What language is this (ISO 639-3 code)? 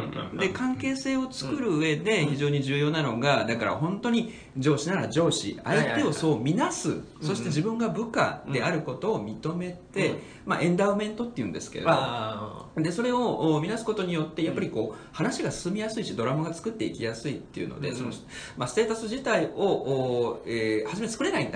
jpn